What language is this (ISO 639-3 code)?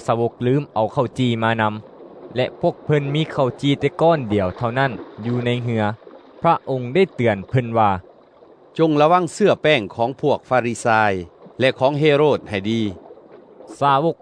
lao